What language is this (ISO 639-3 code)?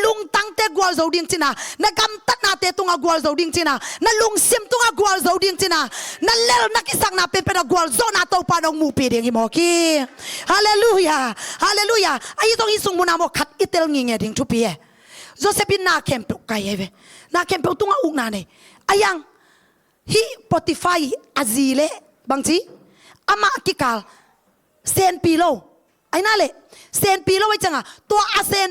ctd